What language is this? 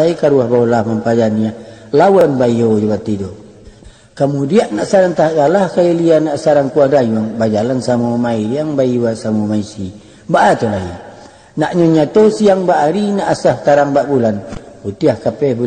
Minangkabau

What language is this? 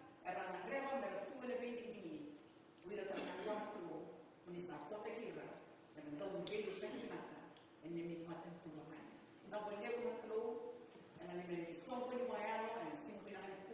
Fijian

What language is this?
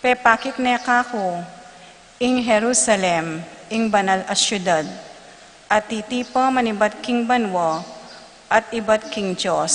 Pampanga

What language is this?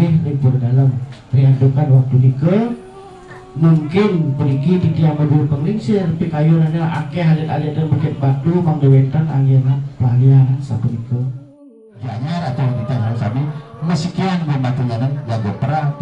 Balinese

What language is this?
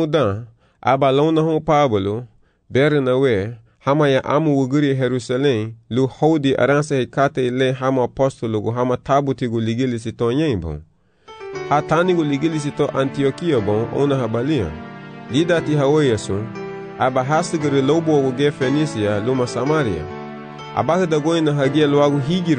Garifuna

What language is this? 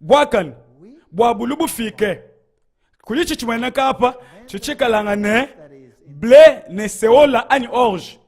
Luba-Lulua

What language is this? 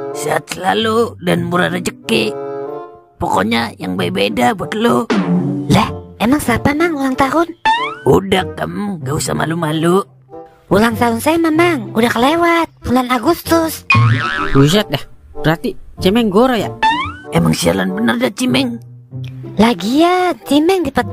Betawi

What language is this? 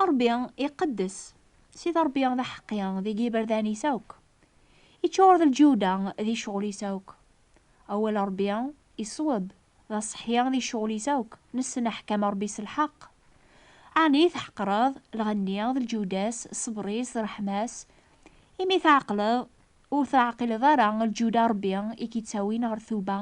Kabyle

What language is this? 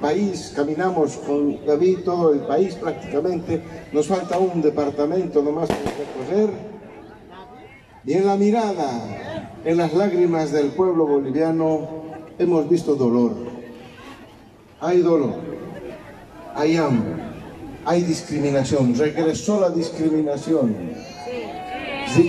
Spanish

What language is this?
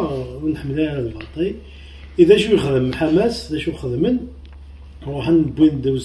Kabyle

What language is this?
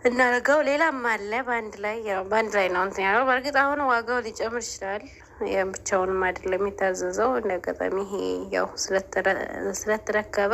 Amharic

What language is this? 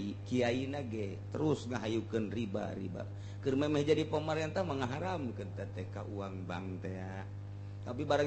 Sundanese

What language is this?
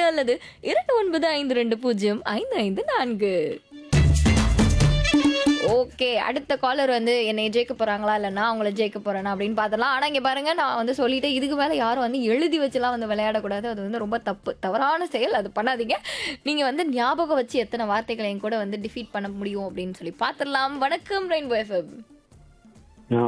Tamil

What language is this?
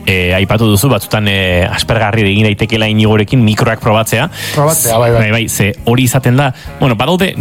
Basque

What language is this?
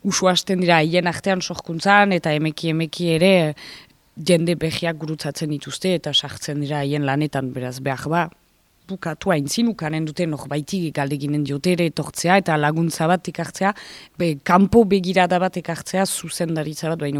Basque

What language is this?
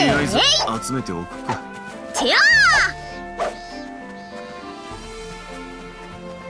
Japanese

